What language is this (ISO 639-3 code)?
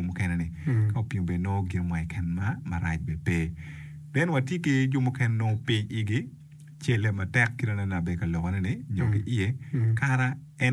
ach